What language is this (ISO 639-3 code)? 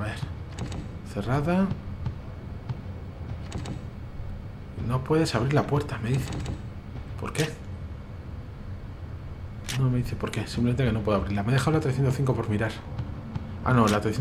spa